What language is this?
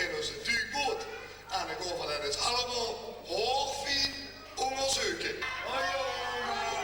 Limburgish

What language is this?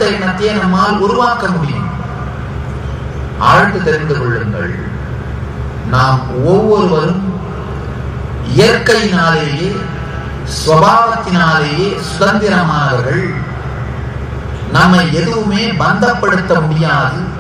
Tamil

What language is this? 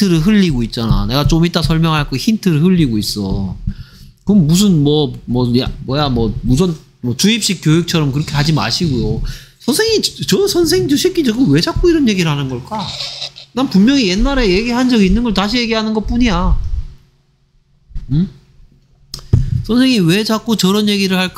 Korean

